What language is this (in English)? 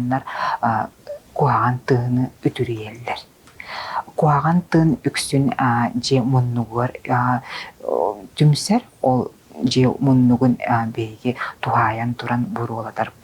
Yakut